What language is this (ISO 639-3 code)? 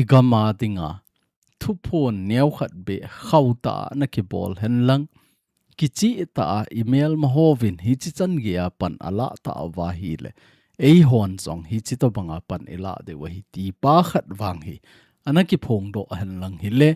tcz